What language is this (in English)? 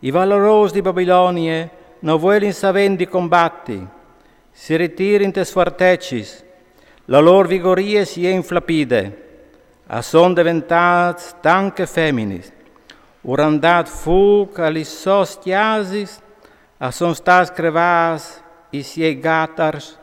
Friulian